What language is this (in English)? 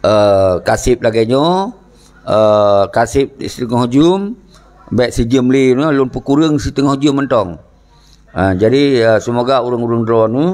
Achinese